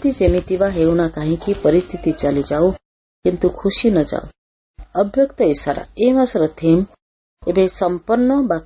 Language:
Odia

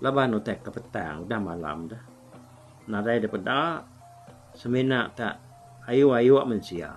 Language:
Iban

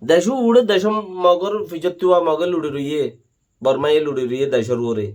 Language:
Rohingya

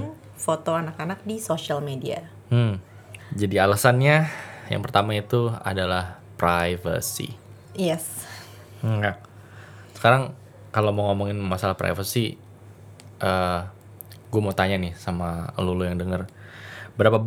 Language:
Indonesian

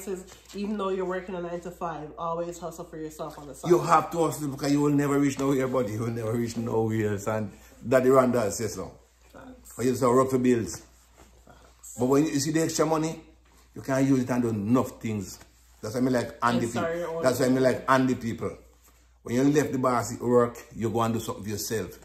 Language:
Jamaican Creole English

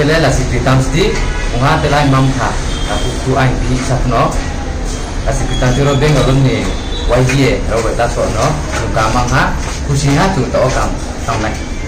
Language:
Riang (India)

